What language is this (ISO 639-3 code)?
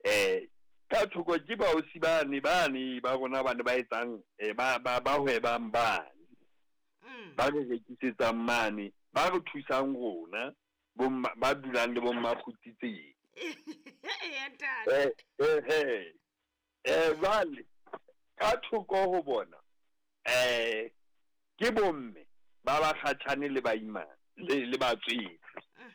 sot